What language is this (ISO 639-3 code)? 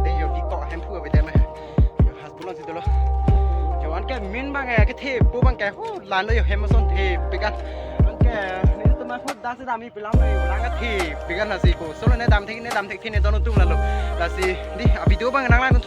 mjw